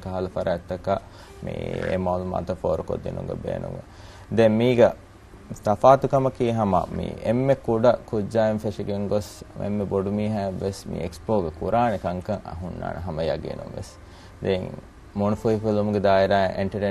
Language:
Divehi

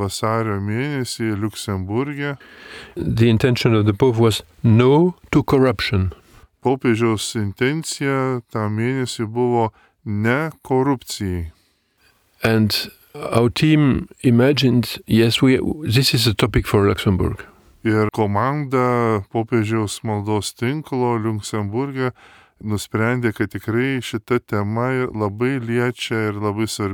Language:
Lithuanian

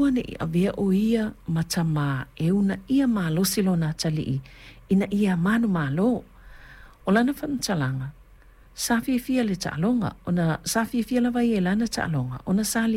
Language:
Samoan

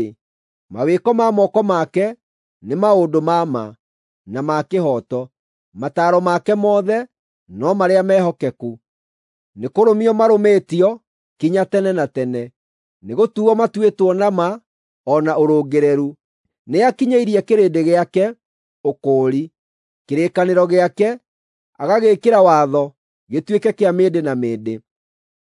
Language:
Kikuyu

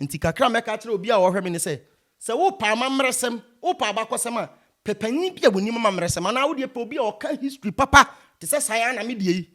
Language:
Akan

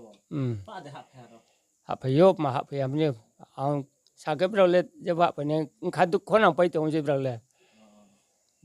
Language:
Riang (India)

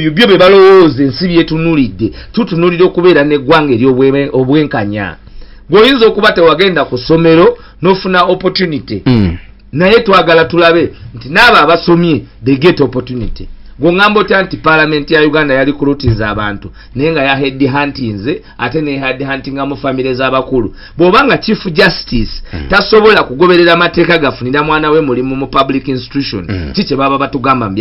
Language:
Ganda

